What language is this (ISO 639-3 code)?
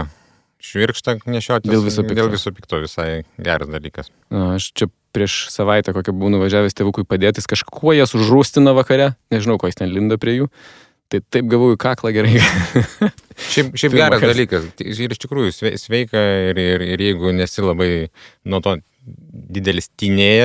lit